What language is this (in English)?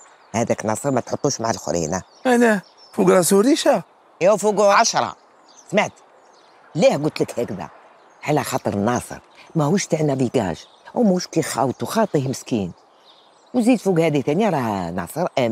Algerian Arabic